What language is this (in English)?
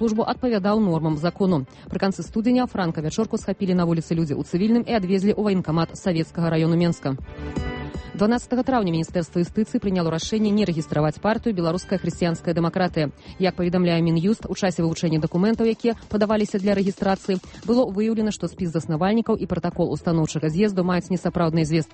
Belarusian